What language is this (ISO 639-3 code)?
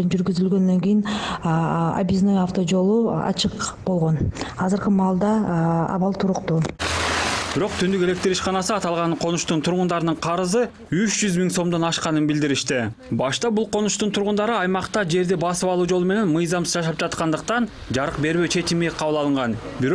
kir